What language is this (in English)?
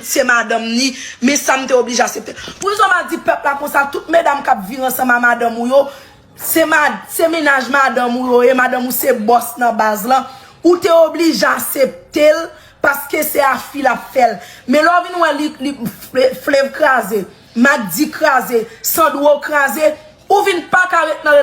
Haitian Creole